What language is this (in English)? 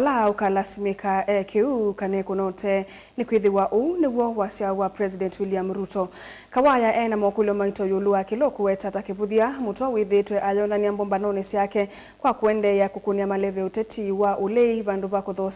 Kamba